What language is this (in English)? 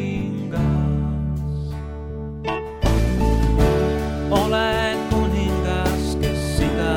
Estonian